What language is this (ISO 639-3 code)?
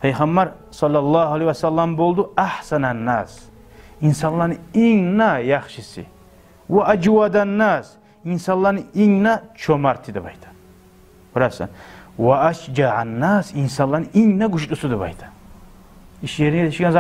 kum